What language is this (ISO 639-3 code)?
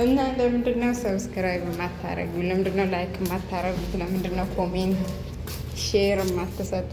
amh